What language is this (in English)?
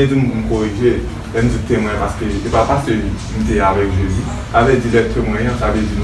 Haitian Creole